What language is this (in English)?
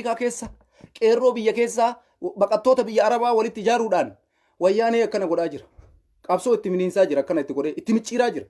Oromo